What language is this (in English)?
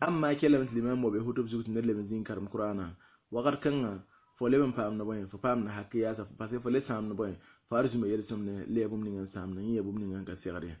Mossi